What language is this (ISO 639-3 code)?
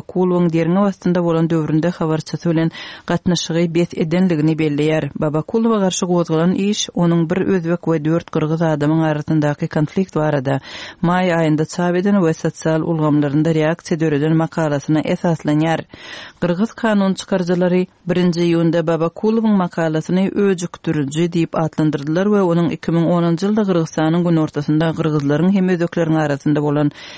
tuk